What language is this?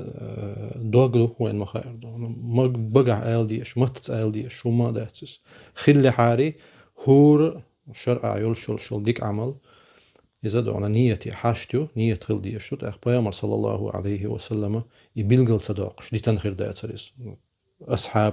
Chechen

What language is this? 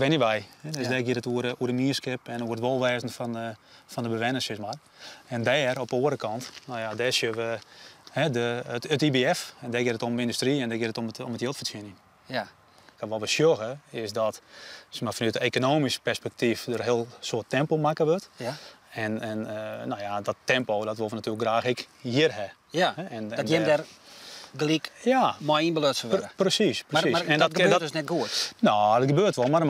Western Frisian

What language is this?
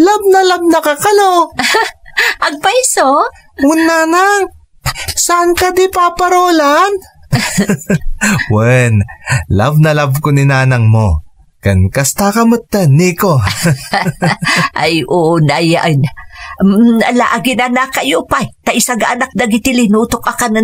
Iloko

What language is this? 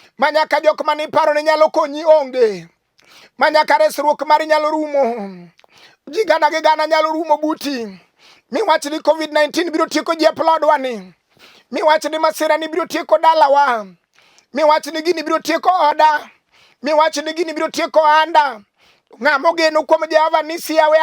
Luo (Kenya and Tanzania)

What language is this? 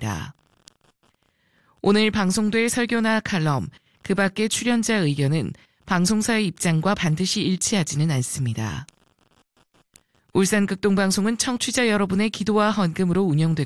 Korean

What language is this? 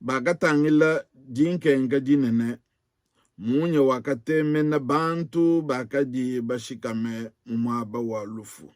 Luba-Lulua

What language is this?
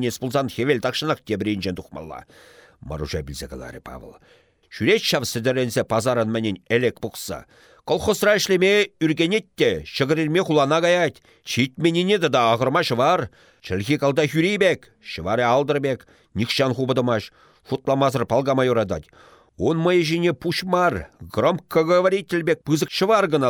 Chuvash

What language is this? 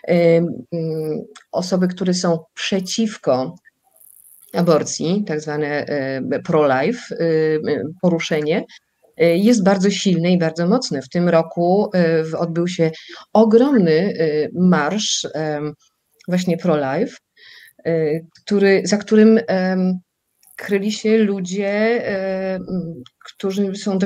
Polish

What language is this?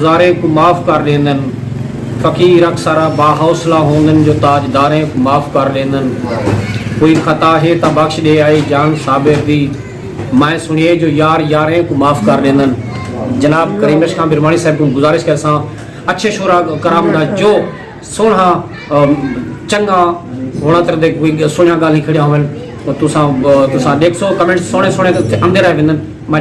Saraiki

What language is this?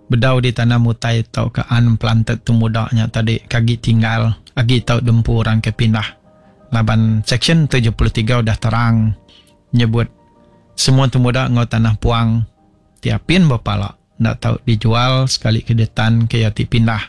Iban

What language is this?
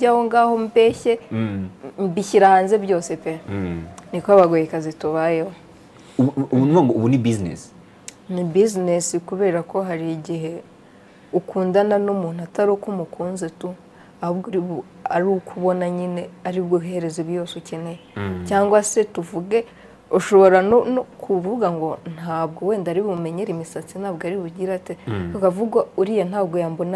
Kinyarwanda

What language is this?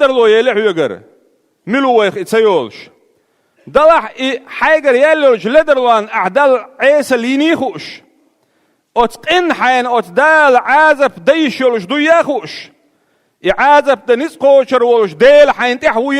Chechen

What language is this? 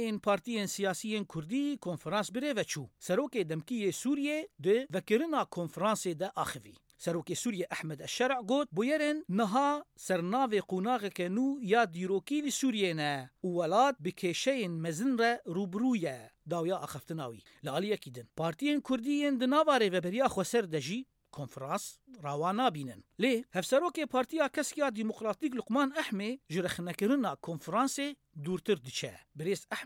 Kurdish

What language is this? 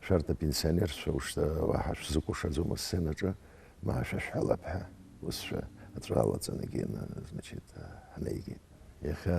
Abkhazian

